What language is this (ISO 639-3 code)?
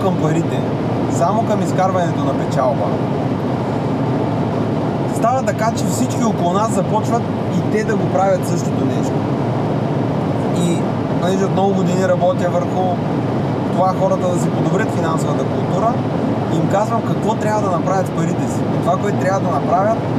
bul